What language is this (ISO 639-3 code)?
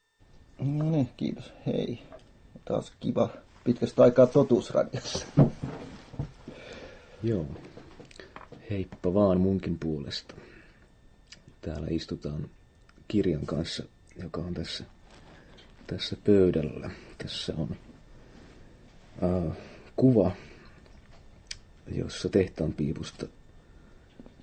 fin